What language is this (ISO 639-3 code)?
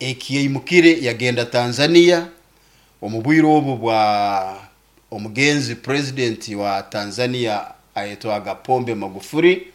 nyo